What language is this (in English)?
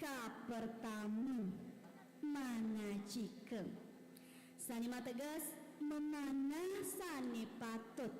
Balinese